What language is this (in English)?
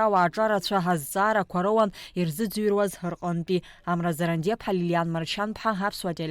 Abkhazian